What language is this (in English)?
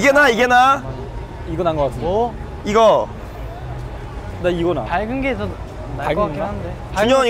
Korean